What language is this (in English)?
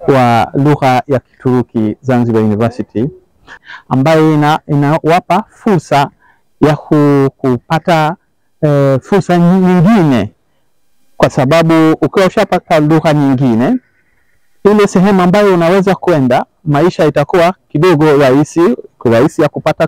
Swahili